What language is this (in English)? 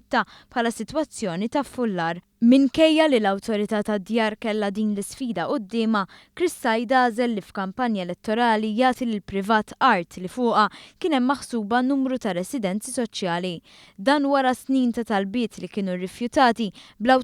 Maltese